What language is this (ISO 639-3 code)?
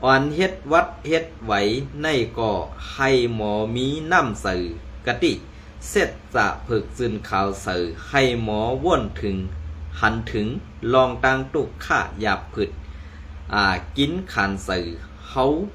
shn